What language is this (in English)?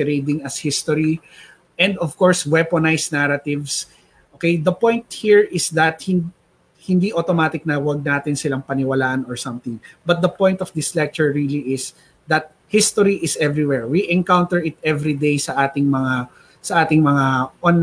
Filipino